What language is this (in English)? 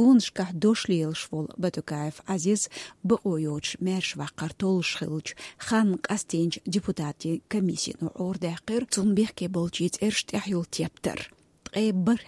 Chechen